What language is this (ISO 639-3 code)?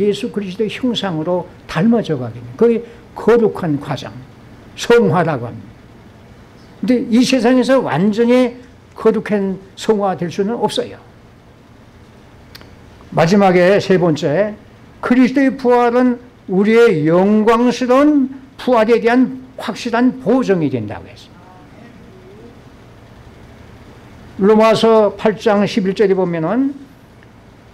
kor